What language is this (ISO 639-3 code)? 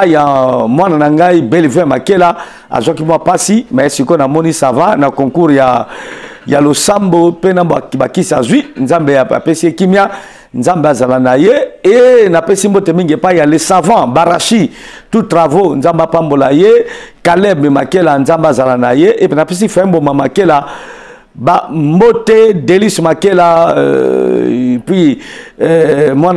lin